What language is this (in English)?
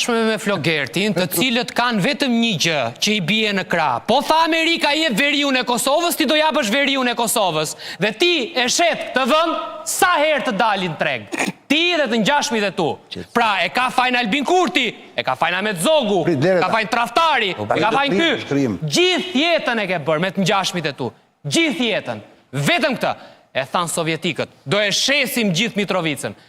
Albanian